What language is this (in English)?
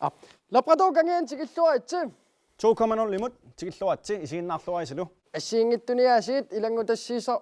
Kalaallisut